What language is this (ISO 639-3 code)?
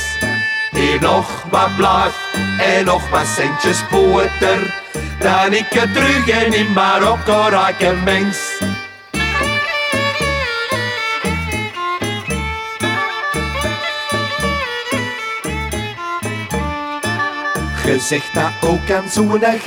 nld